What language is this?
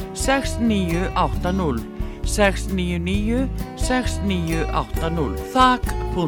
Icelandic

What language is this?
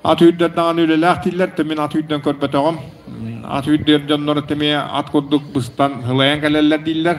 Yakut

